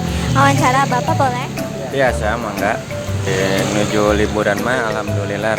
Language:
Sundanese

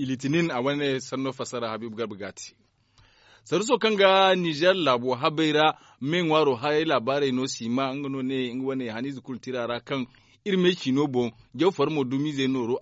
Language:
Zarma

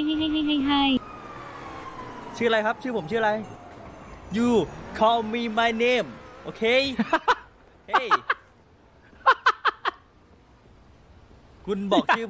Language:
Thai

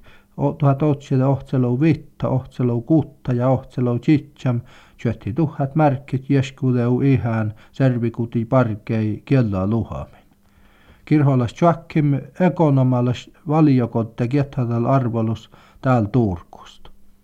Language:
Finnish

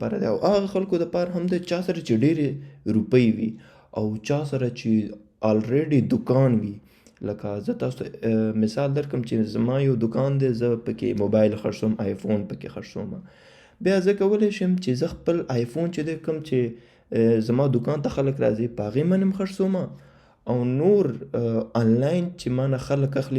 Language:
Pashto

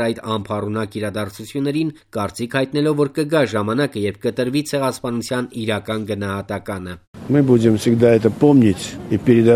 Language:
Armenian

